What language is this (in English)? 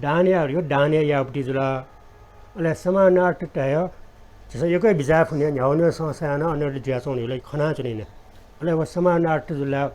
Newari